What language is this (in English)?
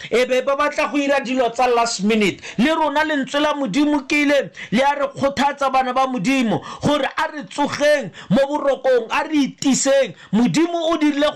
Tswana